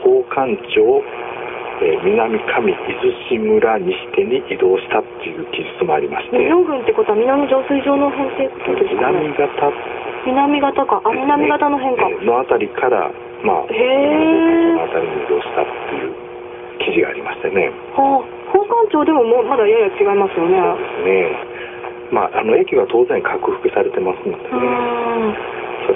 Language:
Japanese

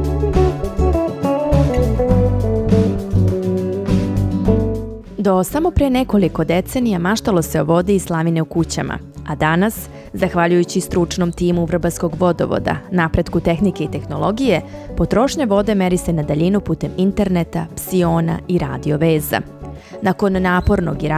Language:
Serbian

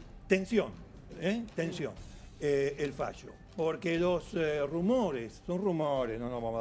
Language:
Spanish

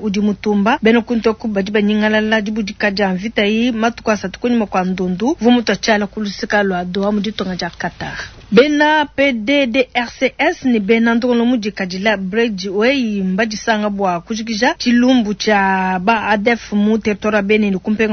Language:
Luba-Lulua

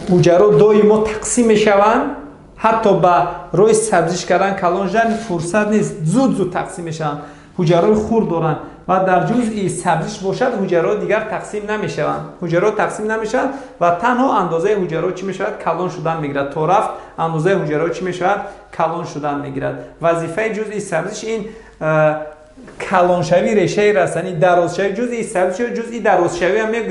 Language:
Tajik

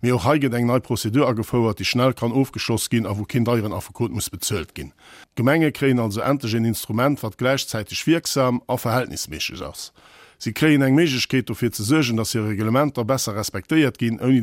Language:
Luxembourgish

